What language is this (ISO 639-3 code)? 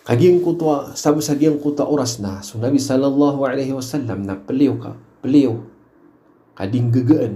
mrw